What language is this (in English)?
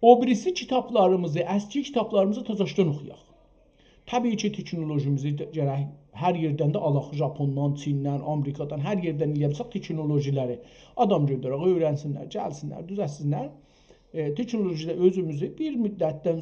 South Azerbaijani